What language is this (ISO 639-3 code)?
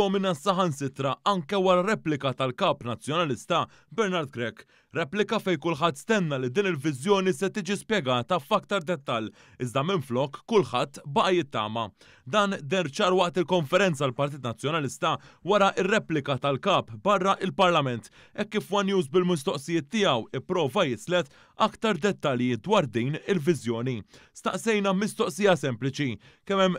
mlt